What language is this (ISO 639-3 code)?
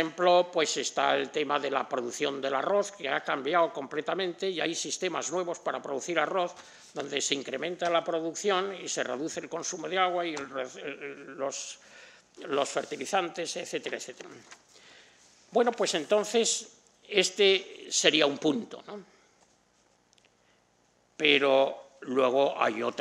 spa